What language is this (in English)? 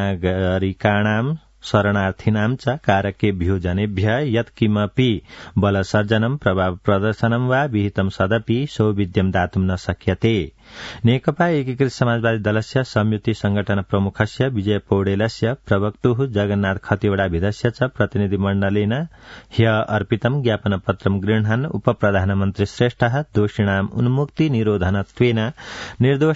Sanskrit